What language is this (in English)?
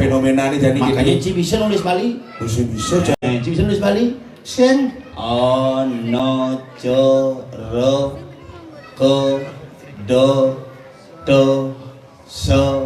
Balinese